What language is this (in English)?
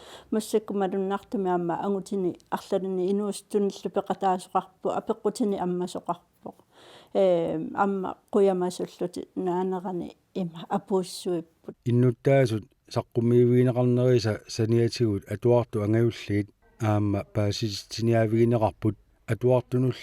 Kalaallisut